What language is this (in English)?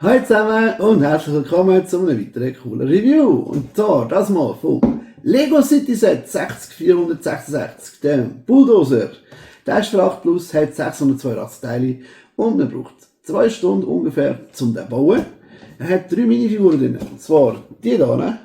Swiss German